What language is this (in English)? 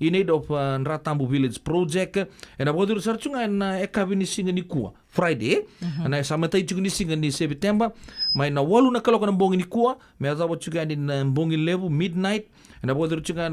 Fijian